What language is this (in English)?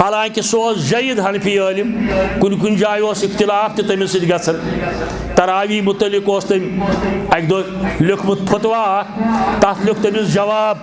Kashmiri